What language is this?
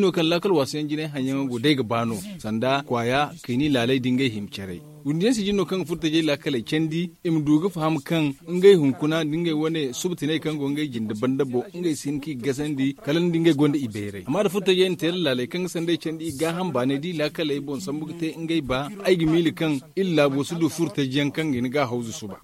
Zarma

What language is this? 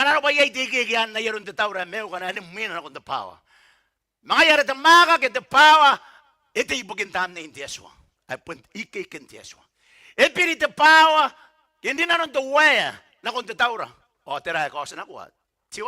Gilbertese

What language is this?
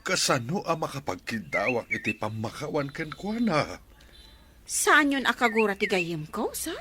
Iloko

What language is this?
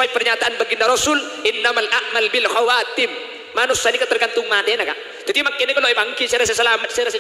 Madurese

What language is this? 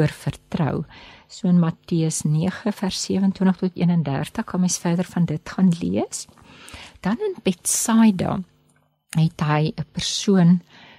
Afrikaans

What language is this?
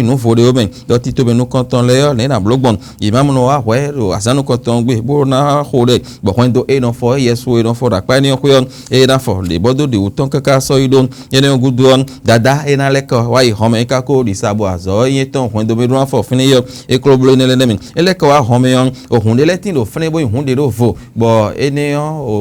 Fon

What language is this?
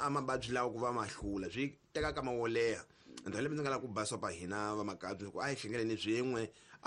Tsonga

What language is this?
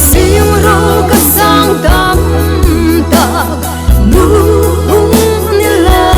Hmar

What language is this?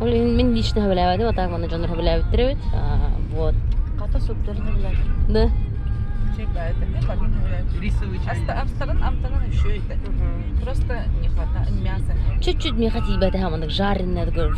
Yakut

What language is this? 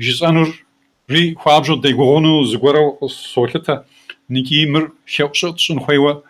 Kabardian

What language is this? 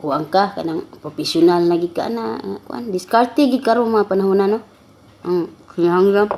Cebuano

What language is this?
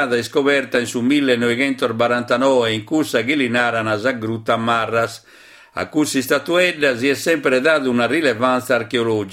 Sardinian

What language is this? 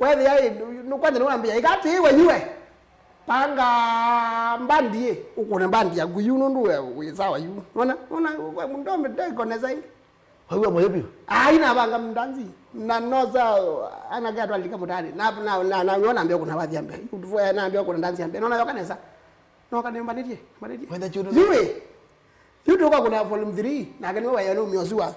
Kamba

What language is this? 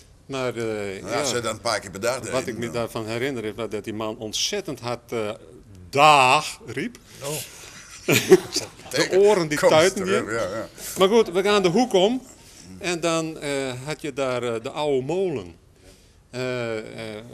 Dutch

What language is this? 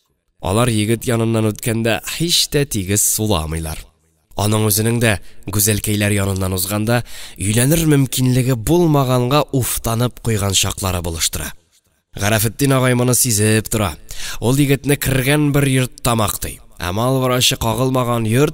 Tatar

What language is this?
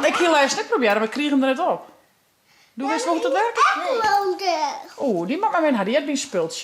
Western Frisian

